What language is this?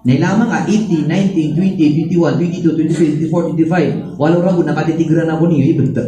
Maranao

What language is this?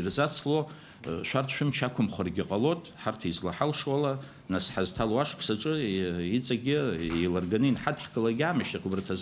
Abkhazian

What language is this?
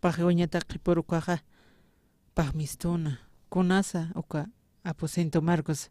Aymara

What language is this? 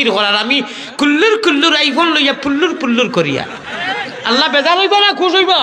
Sylheti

